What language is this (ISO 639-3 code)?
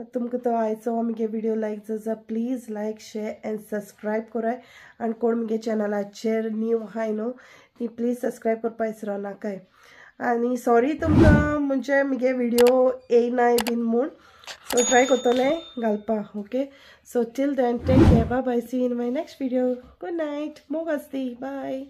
kok